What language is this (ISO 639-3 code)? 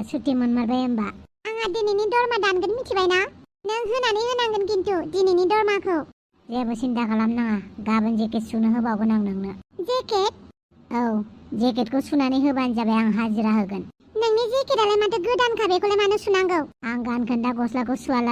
brx